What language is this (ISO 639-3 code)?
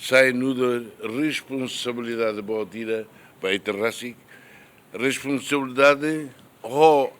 tet